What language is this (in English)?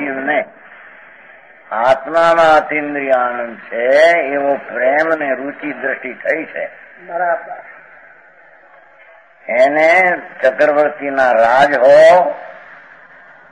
Gujarati